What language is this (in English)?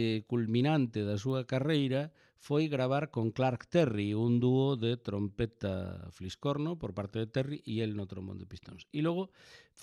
Galician